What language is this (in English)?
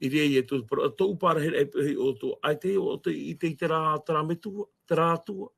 Tahitian